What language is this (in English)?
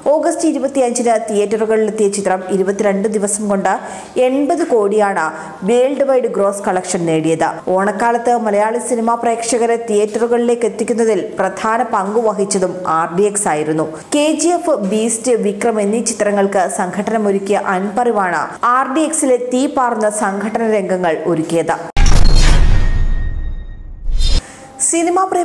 Malayalam